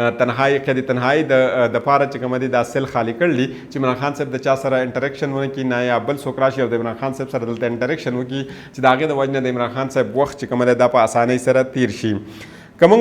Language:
Pashto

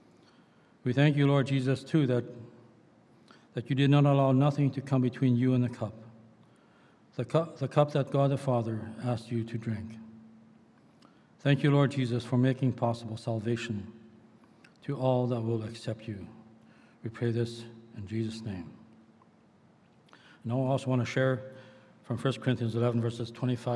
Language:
English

